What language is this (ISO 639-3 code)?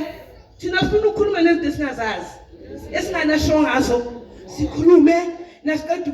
zul